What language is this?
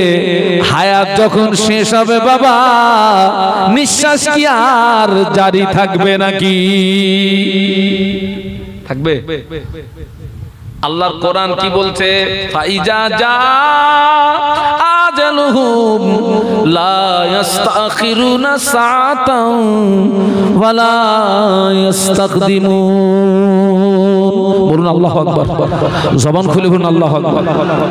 Bangla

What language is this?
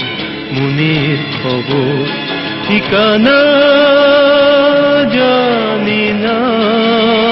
Bangla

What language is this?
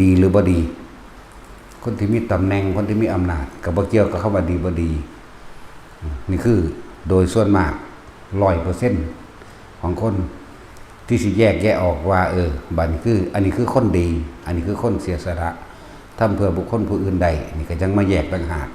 Lao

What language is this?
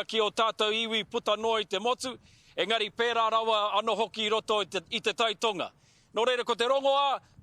Māori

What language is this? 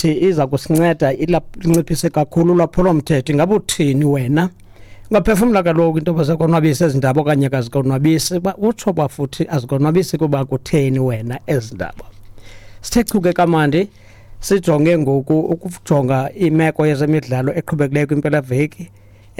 Xhosa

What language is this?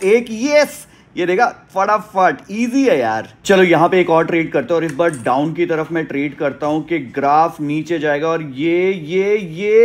Hindi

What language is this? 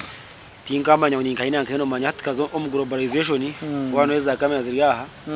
Nyankole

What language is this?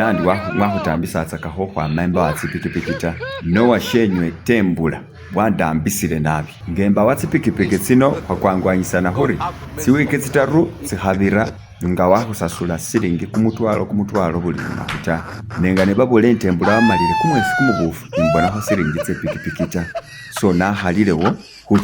Masaaba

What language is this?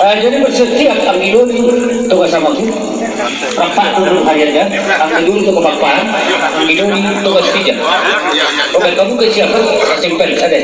Batak Toba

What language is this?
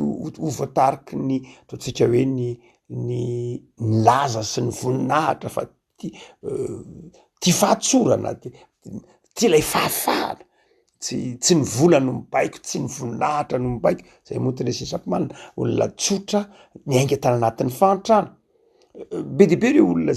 Malagasy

